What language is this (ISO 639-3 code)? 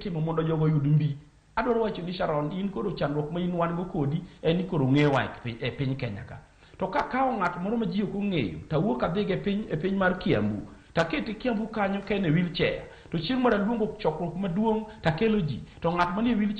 luo